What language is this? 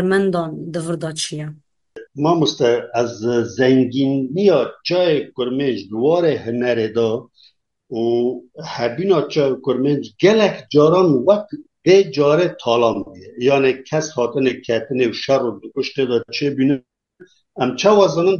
Kurdish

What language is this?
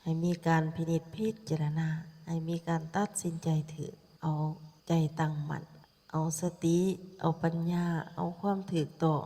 Lao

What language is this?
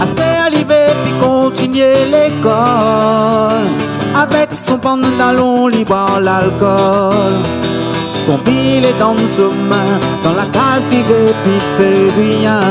Réunion Creole French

